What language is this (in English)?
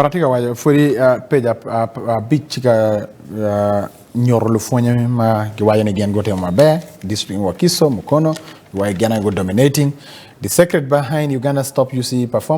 Acoli